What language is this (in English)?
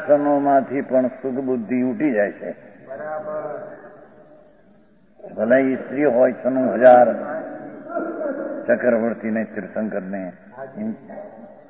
Gujarati